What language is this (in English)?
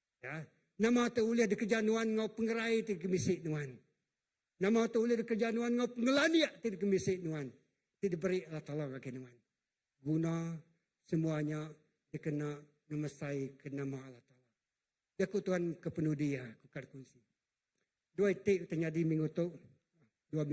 Iban